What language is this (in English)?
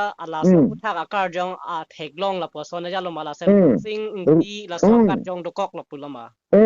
Karbi